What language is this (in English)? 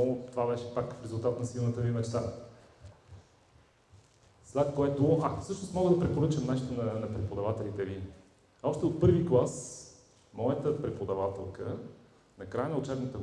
Bulgarian